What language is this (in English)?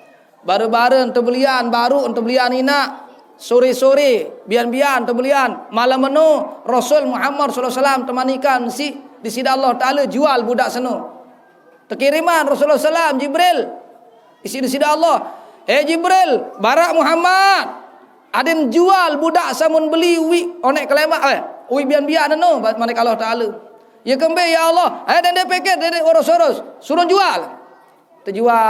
Sasak